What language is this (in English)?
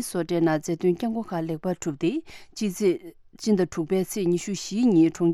Tibetan